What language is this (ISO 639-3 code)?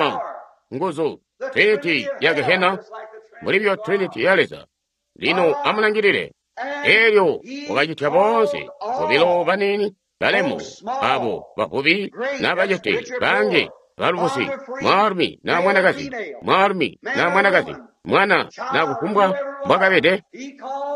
toi